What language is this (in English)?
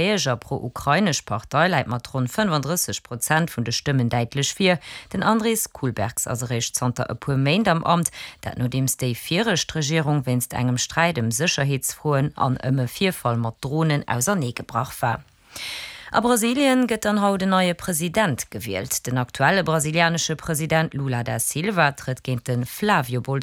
Luxembourgish